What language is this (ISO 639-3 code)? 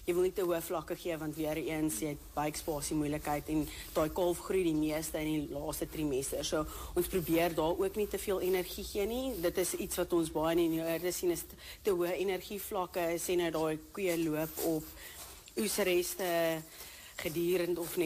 afr